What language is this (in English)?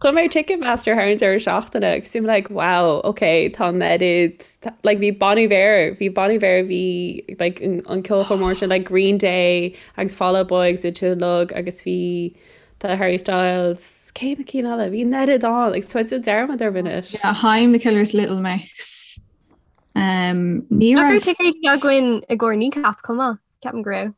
Irish